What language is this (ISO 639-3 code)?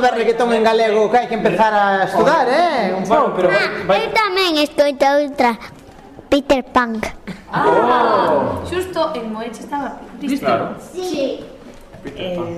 glg